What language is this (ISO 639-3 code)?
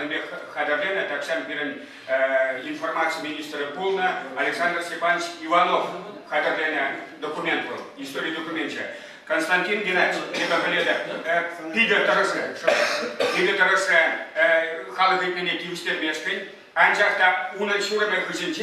chv